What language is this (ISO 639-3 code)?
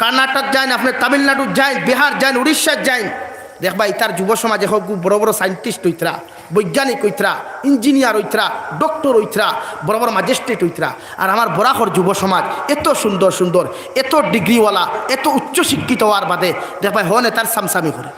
syl